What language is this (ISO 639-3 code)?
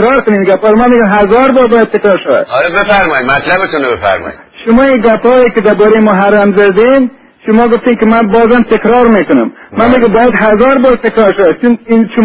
fas